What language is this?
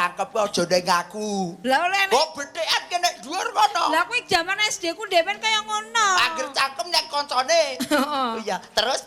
Javanese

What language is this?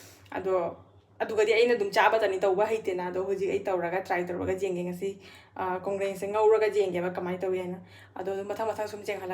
Manipuri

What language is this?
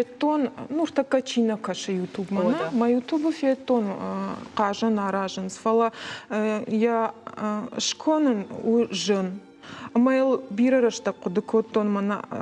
Ossetic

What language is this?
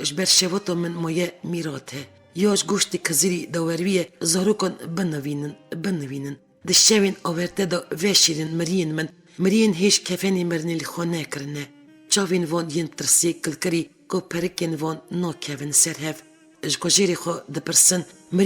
Kurdish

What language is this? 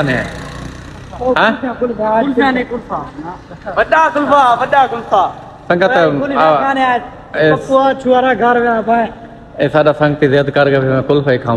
Saraiki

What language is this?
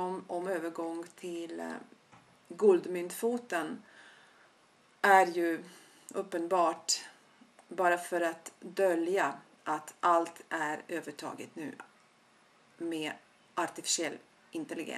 Swedish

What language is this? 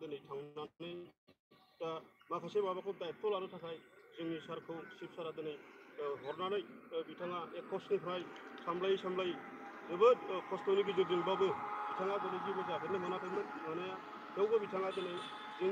Bodo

